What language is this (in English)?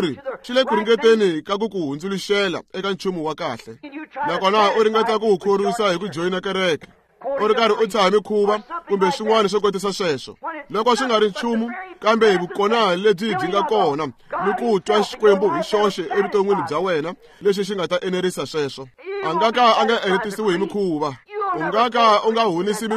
Tsonga